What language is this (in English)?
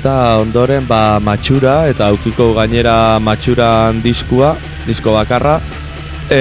Basque